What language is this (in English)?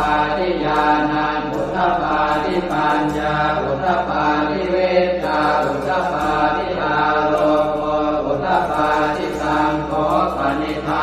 Pali